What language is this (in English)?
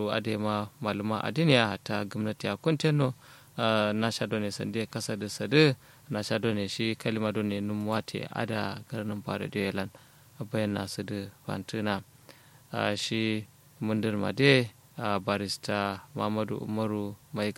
Kanuri